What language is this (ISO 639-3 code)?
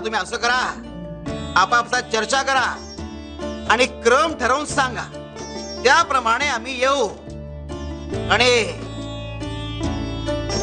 mar